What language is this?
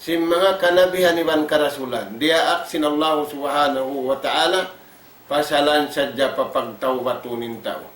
Tausug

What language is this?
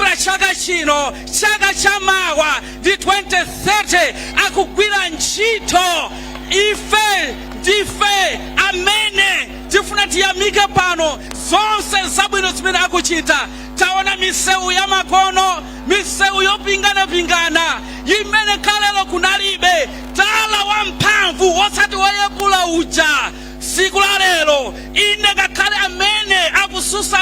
Nyanja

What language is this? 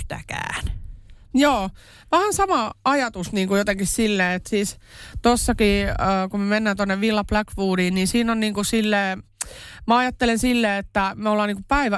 Finnish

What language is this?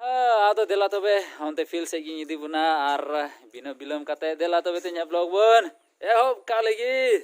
Santali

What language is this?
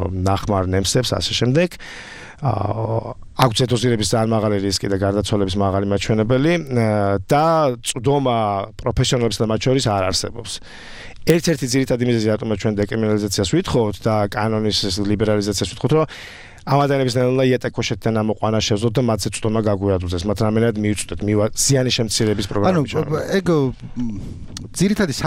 Georgian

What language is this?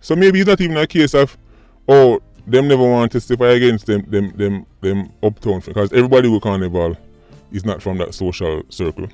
Jamaican Creole English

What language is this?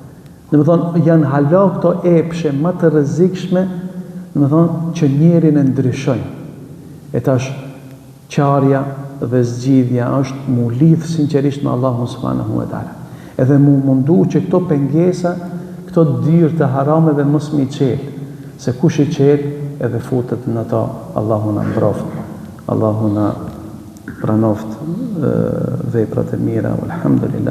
Albanian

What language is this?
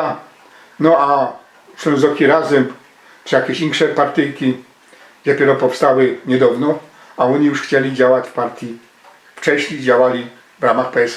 Silesian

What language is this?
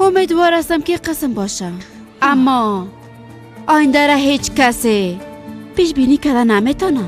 Persian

